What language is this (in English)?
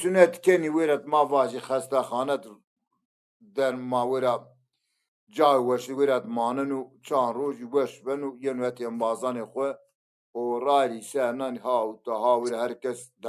Zaza